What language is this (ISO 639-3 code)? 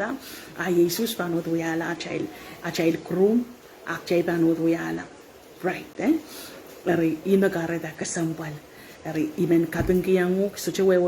pon